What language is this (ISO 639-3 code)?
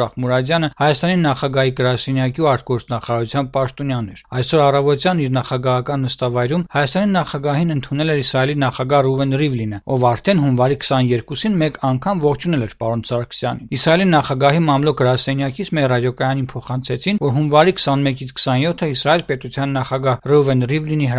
hye